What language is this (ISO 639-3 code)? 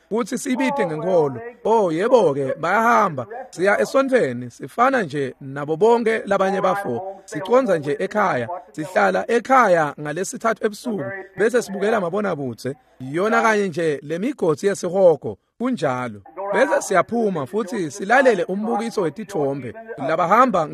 ssw